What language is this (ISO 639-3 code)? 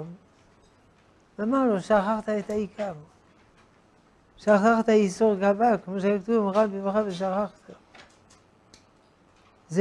heb